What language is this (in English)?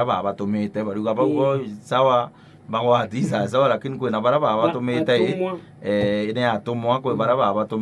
Meru